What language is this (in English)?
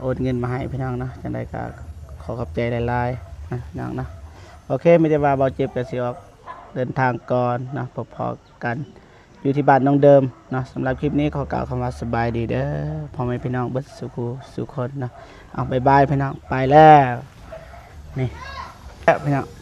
Lao